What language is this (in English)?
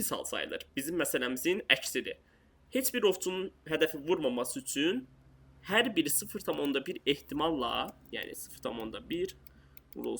Azerbaijani